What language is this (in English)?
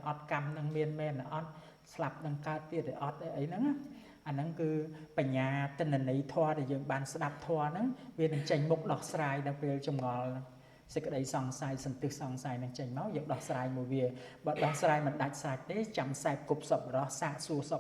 Khmer